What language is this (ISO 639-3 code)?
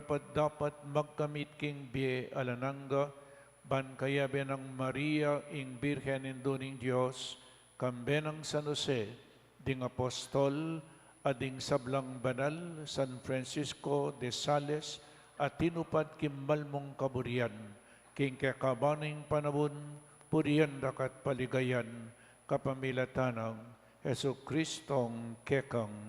pam